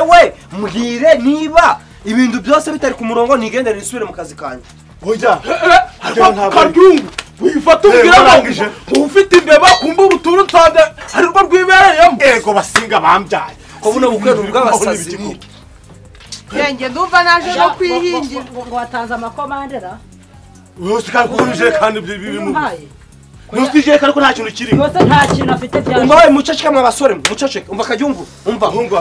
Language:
Kinyarwanda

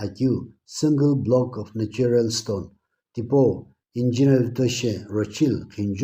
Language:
Sumi Naga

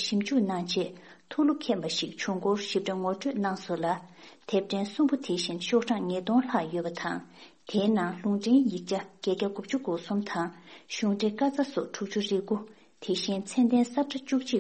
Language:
Tibetan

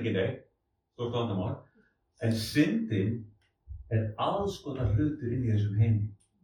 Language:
Icelandic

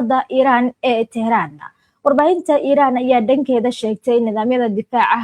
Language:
Somali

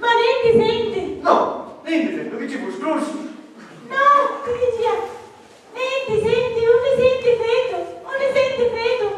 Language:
Sicilian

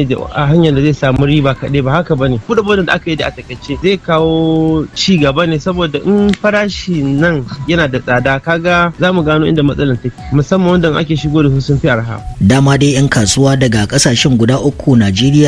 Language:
Hausa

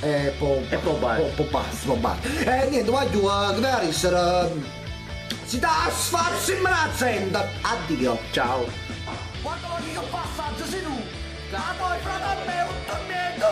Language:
Neapolitan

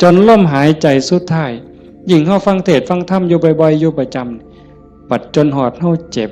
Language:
Northeastern Thai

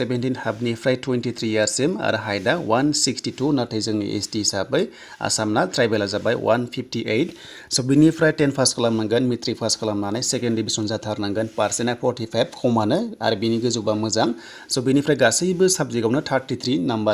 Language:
Bodo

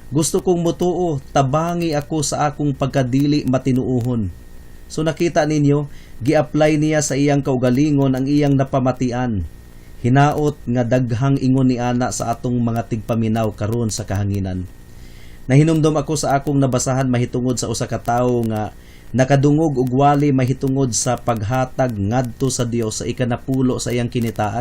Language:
Cebuano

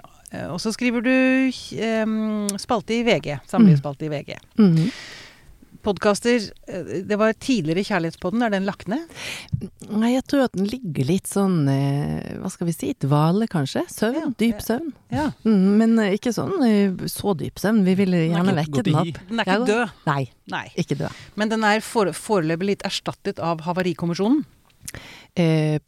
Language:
Norwegian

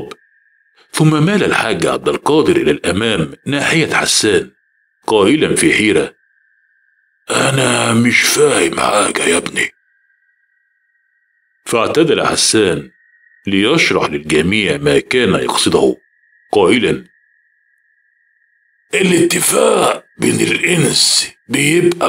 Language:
Egyptian Arabic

